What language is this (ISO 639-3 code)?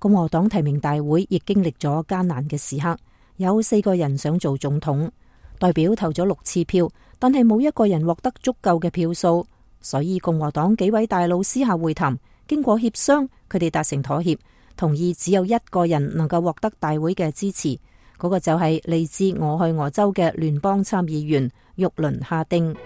yue